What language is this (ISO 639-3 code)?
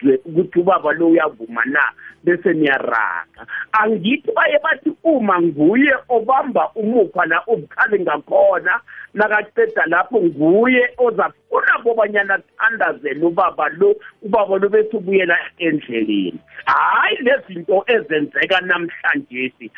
nbl